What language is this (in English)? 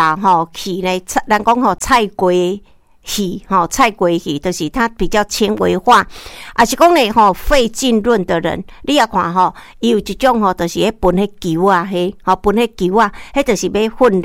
Min Nan Chinese